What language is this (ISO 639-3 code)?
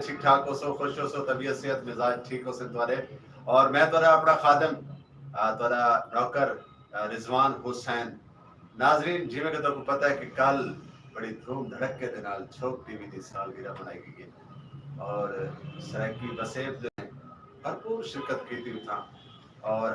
skr